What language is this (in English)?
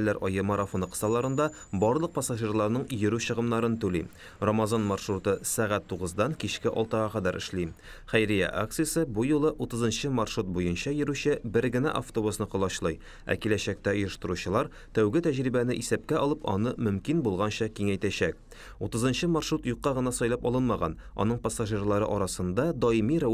Tatar